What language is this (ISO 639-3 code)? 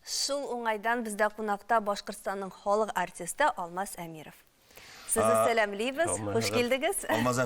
bak